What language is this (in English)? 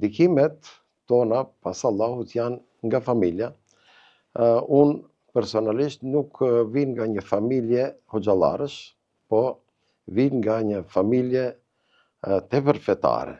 Albanian